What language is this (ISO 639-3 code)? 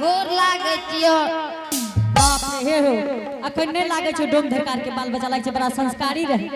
anp